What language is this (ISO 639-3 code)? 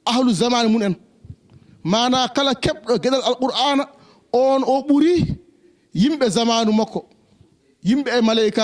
ful